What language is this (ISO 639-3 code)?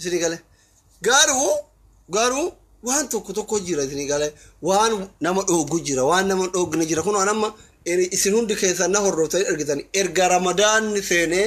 orm